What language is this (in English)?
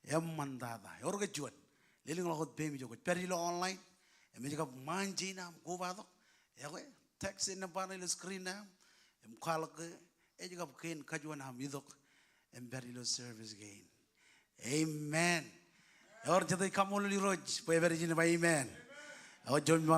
Marshallese